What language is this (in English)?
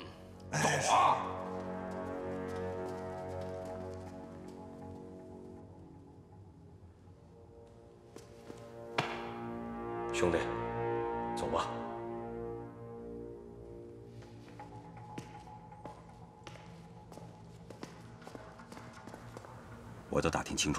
Chinese